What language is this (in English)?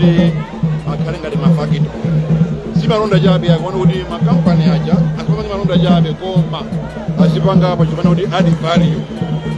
Nyanja